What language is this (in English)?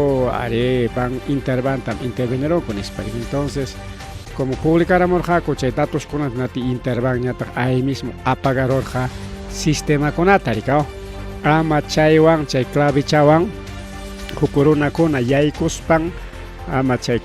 Ayacucho Quechua